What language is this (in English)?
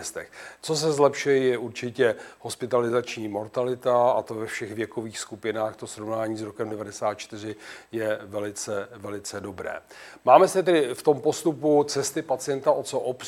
Czech